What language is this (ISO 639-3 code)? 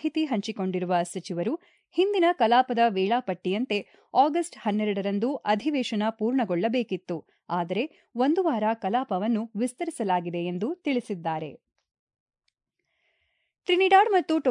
kan